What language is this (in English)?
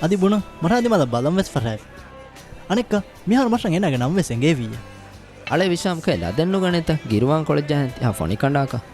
Divehi